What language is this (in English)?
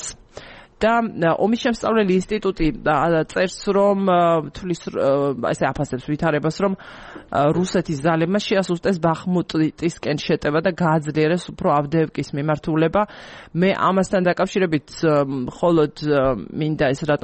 Georgian